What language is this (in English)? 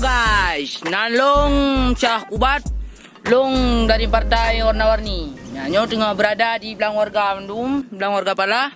Achinese